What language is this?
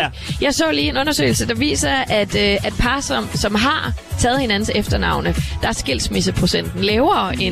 Danish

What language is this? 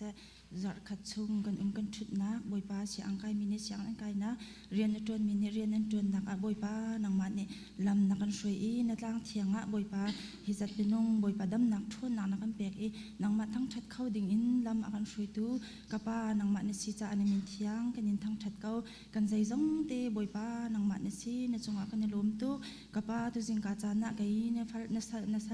Hakha Chin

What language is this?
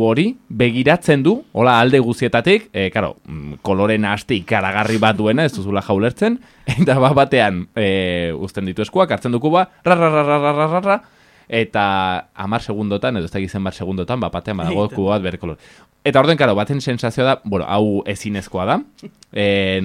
Basque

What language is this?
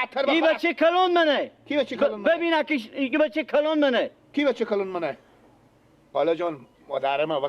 Persian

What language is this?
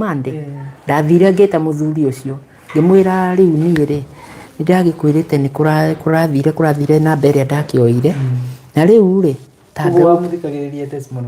Kikuyu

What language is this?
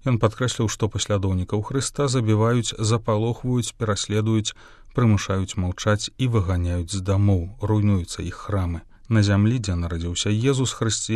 Belarusian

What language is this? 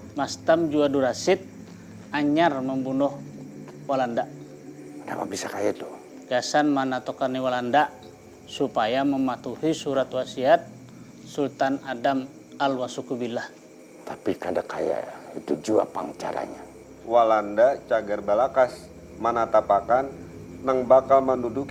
Banjar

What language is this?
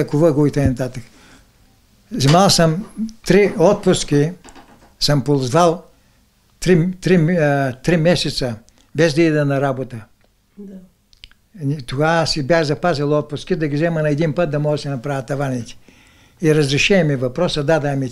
Bulgarian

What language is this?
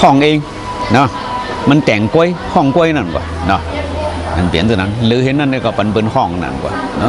Shan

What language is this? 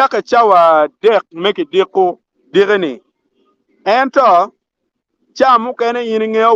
Acoli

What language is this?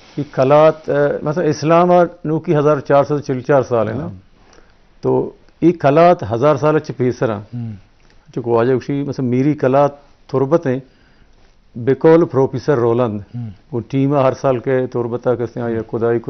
Eastern Balochi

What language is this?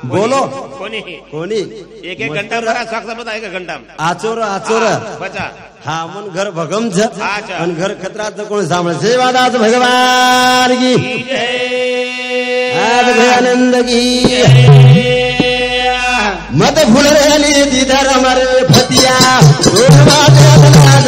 Lambadi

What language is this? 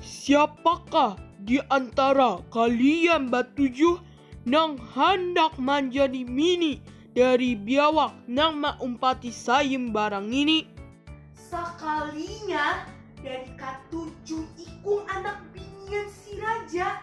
Banjar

